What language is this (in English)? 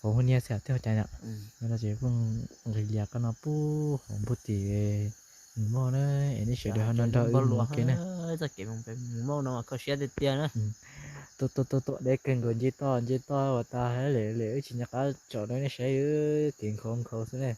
Hmong